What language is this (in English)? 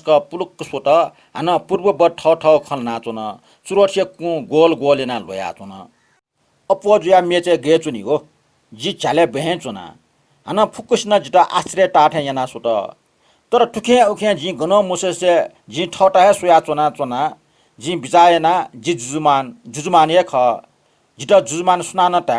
Newari